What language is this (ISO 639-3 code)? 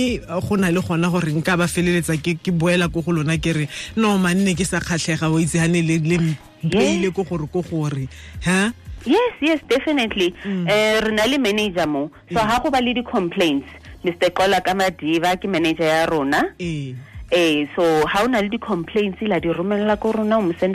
tsn